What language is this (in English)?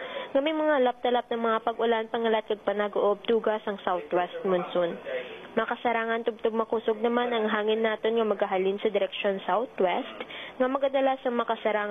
Hiligaynon